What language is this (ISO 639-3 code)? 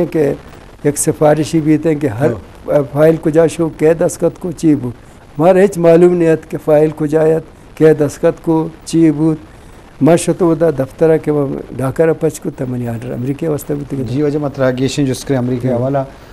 bgp